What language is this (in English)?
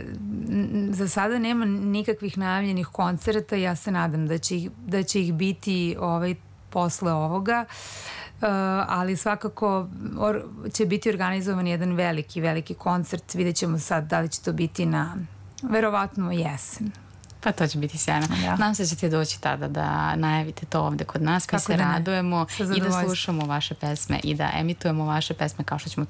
Serbian